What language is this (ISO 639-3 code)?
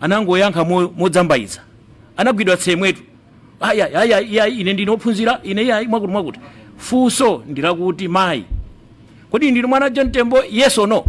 nya